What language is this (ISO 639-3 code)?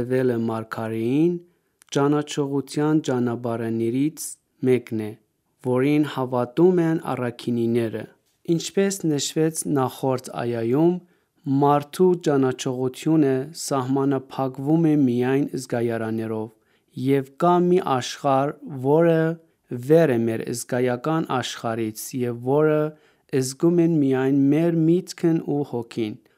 hye